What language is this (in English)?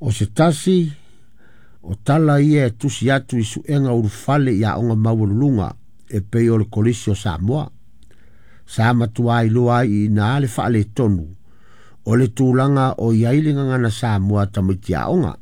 Samoan